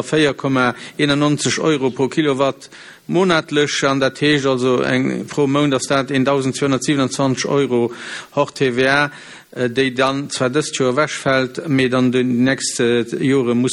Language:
Luxembourgish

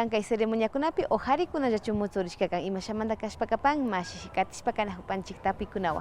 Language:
Imbabura Highland Quichua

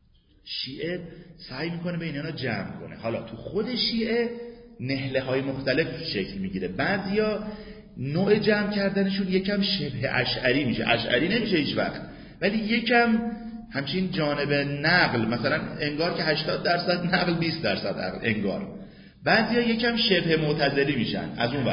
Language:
Persian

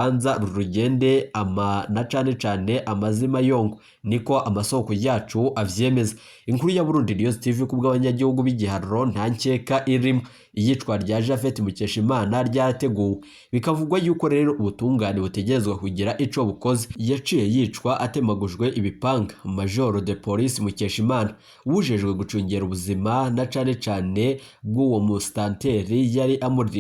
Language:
Rundi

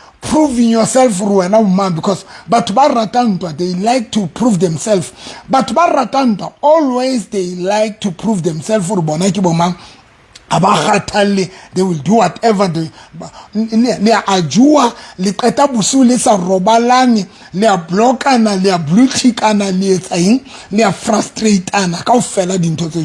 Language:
Southern Sotho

